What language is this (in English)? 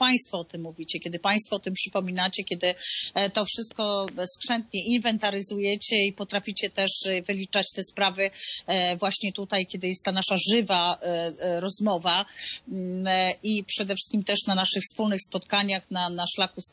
Polish